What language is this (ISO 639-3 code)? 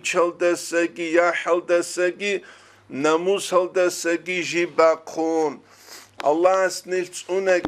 ava